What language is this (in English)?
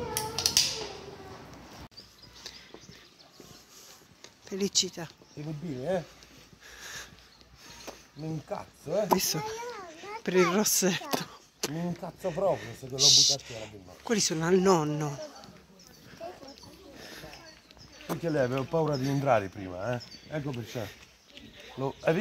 Italian